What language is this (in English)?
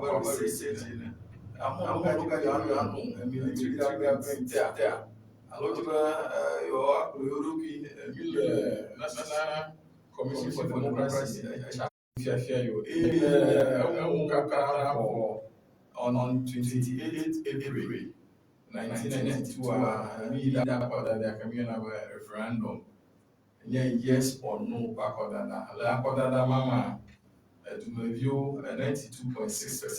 Ewe